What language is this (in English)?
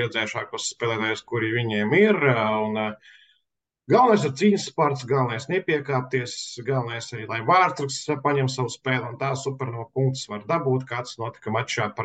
Latvian